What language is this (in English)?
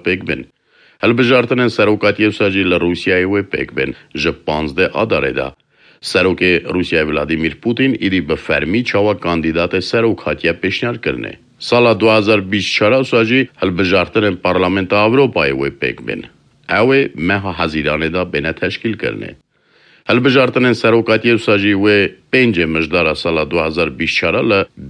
Kurdish